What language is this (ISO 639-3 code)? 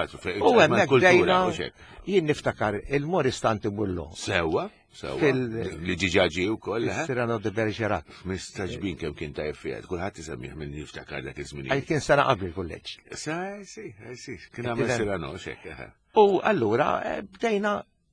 mlt